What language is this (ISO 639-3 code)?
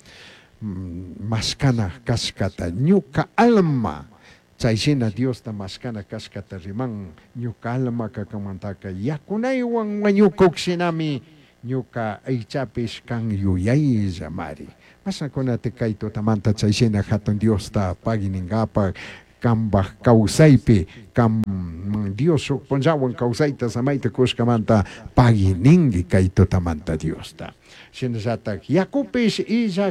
qug